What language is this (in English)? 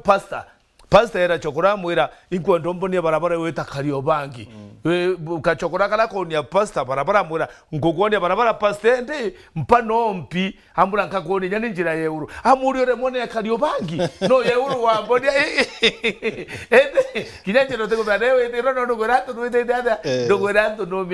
Meru